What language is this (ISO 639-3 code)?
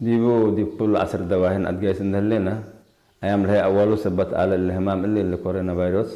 tig